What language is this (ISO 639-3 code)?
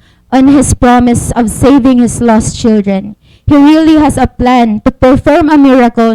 war